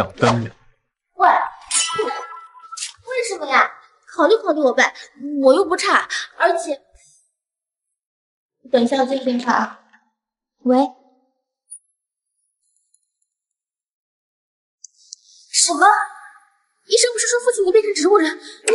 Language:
Chinese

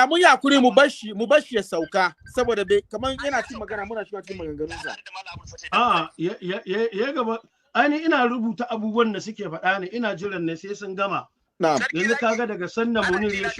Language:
Hausa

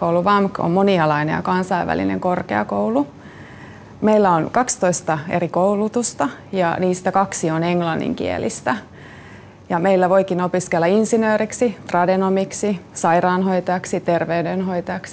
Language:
Finnish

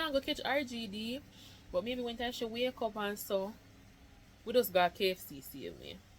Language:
Jamaican Creole English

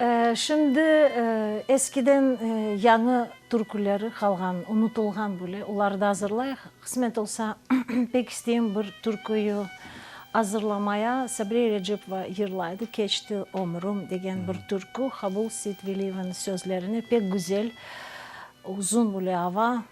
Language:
Crimean Tatar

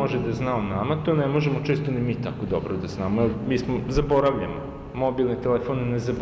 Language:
Serbian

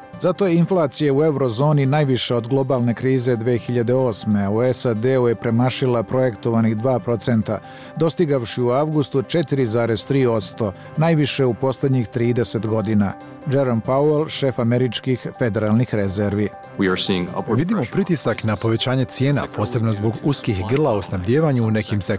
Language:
Bosnian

